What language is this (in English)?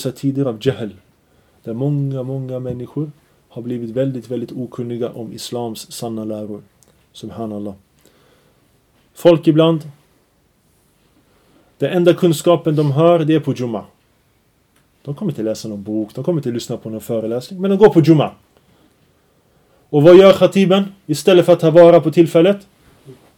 Swedish